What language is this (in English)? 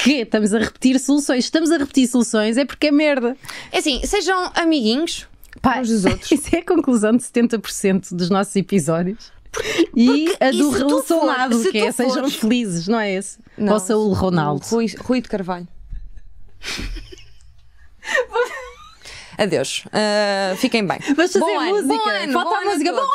Portuguese